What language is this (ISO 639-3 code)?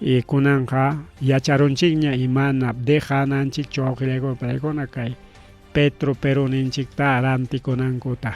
quy